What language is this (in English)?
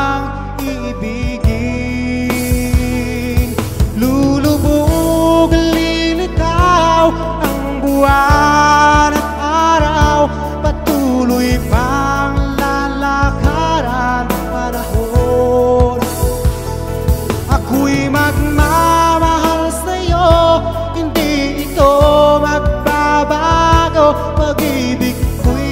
Filipino